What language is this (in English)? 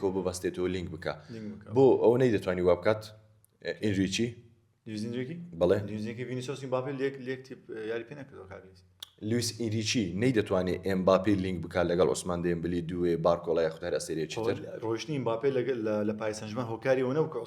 Central Kurdish